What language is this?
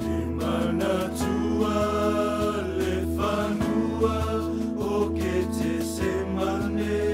Samoan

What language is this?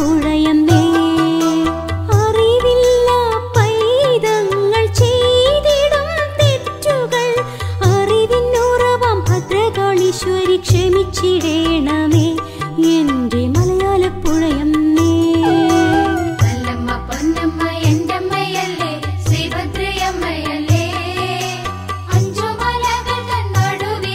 Malayalam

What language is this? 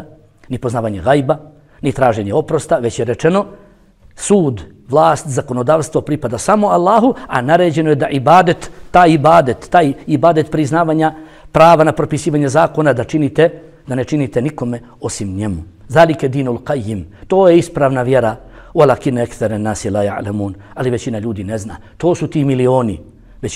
Bosnian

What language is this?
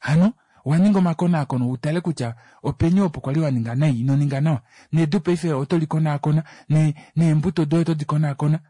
Kuanyama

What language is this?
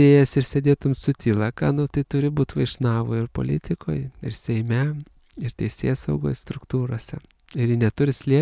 Lithuanian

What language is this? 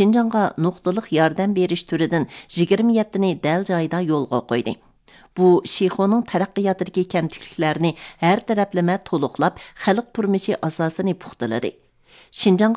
Uyghur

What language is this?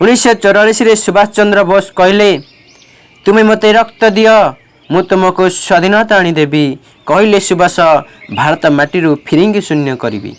Odia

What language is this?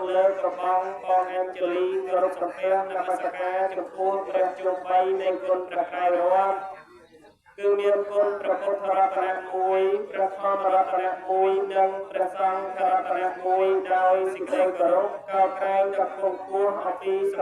Khmer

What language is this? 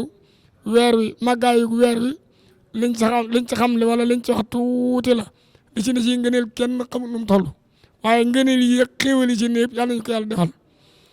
Wolof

